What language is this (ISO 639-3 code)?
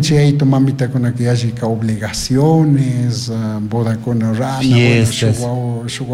qug